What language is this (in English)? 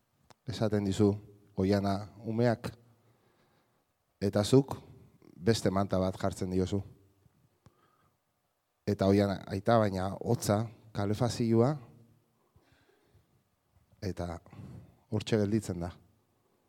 Basque